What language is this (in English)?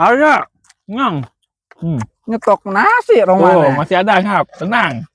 Betawi